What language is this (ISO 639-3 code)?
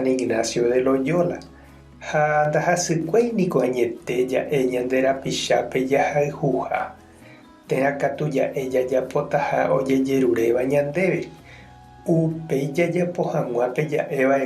grn